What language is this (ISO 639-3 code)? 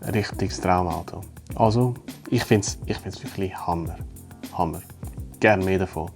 gsw